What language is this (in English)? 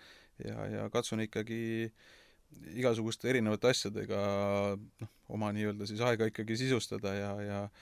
Estonian